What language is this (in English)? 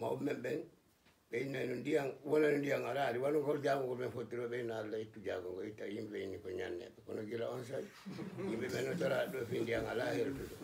Fula